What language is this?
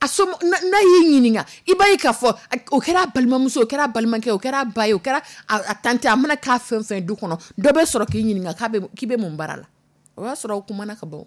Dyula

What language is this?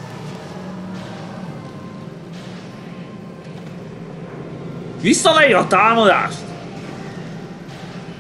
Hungarian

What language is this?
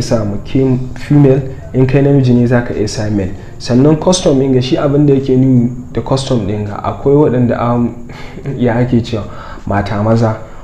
Hausa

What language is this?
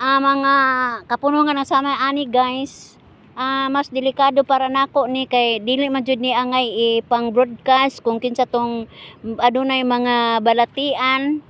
Cebuano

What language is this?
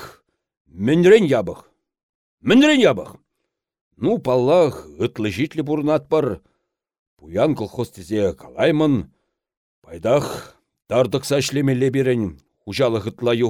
Chuvash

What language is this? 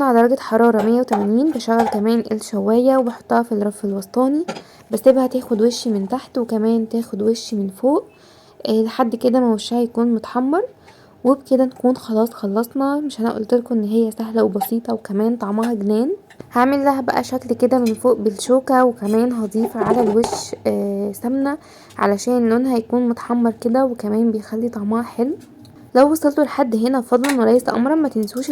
Egyptian Arabic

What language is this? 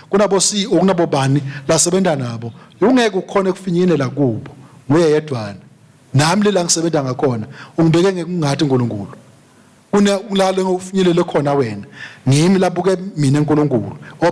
Swati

